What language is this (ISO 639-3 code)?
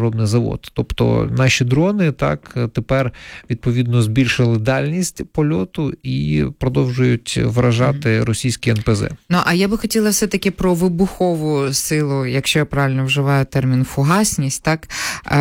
ukr